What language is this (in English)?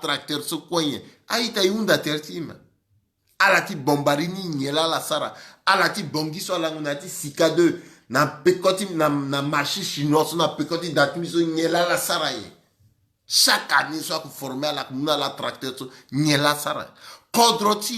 Sango